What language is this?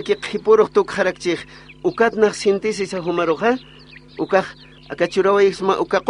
Aymara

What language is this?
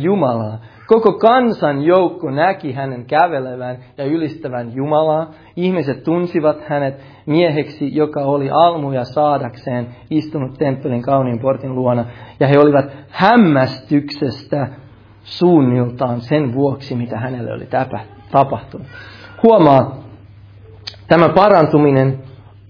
Finnish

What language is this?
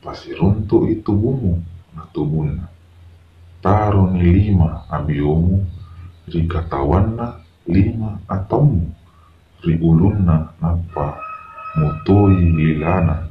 Buginese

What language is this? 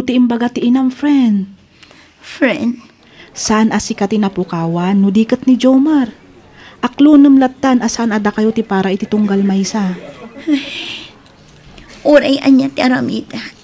Iloko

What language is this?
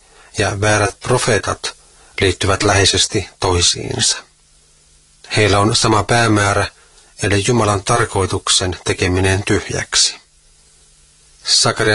Finnish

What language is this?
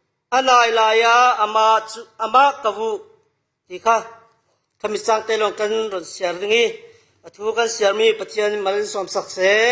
Falam Chin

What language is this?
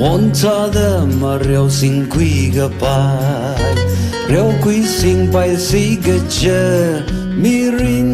Tangkhul Naga (India)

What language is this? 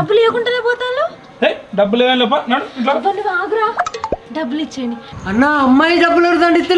Telugu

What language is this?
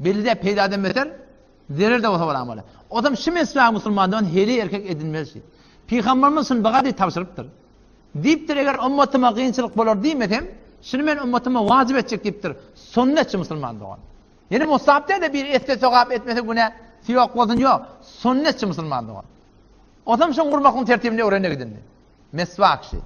Turkmen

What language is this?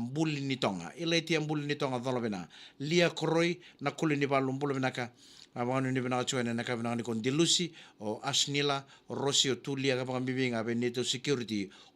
Fijian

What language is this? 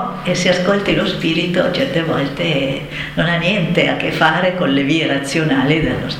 Italian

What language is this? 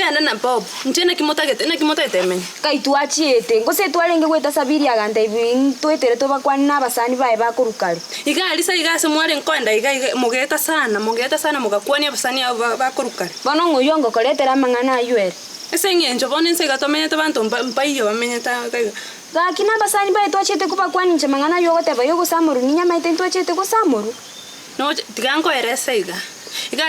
Gusii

